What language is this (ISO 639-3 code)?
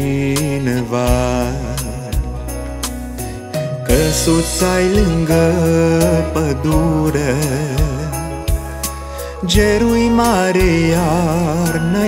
ron